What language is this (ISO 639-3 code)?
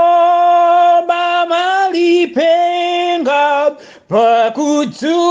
nya